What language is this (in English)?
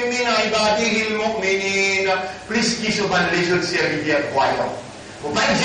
Morisyen